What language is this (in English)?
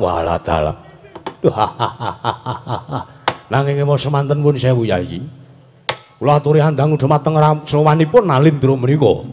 Javanese